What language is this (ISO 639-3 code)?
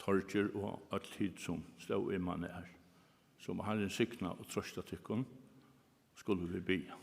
fao